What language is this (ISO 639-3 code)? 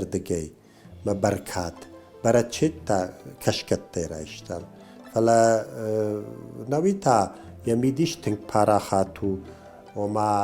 oss